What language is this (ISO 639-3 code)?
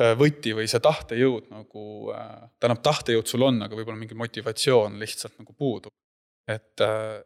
est